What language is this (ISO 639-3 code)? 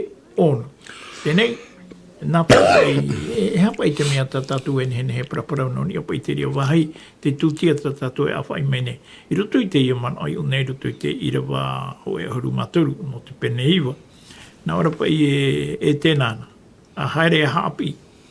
tah